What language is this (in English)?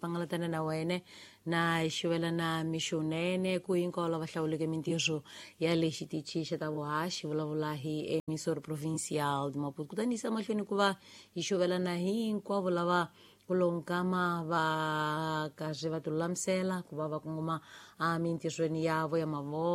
Tsonga